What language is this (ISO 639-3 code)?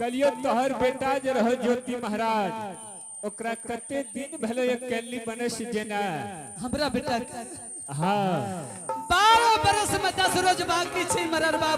anp